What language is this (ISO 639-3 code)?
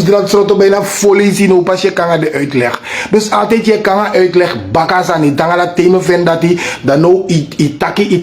srn